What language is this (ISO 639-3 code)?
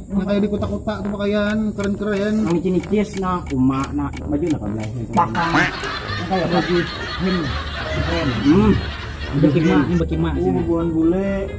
bjn